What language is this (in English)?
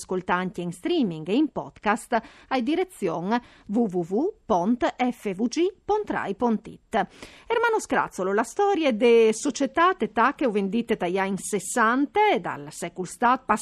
Friulian